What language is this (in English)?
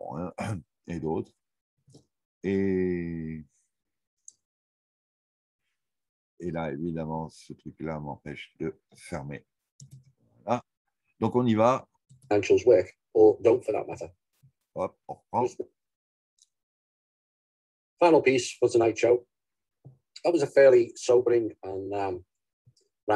French